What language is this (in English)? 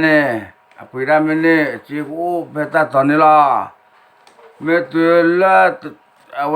S'gaw Karen